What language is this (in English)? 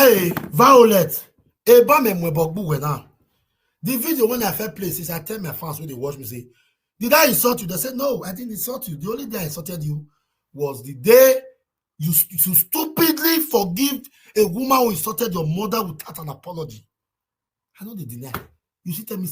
Nigerian Pidgin